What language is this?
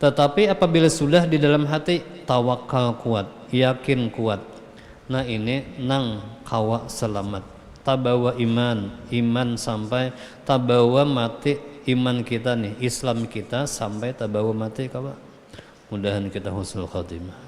Banjar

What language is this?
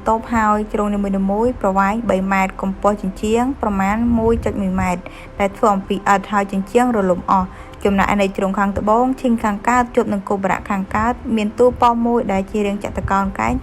Khmer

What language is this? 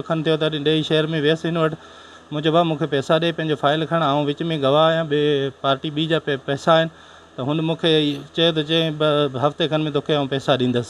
Sindhi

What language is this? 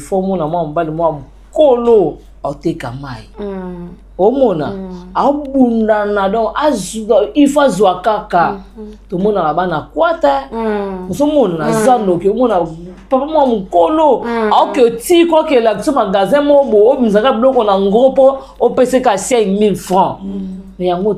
Lingala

